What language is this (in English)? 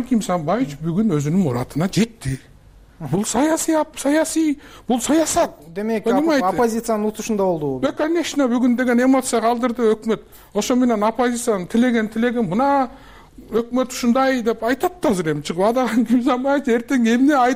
Kyrgyz